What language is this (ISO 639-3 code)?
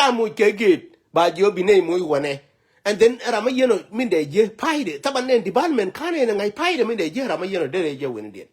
nus